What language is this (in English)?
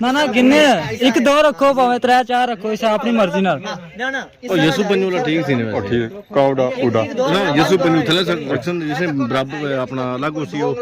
Pahari-Potwari